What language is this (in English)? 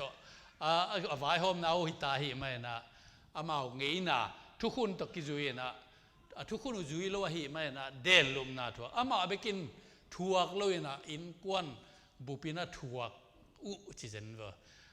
Tedim Chin